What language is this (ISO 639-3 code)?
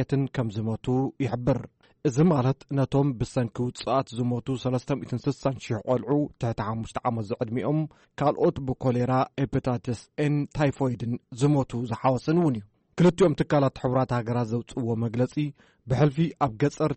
tir